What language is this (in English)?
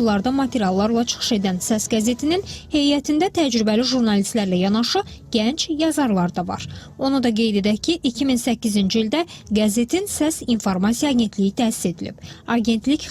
Azerbaijani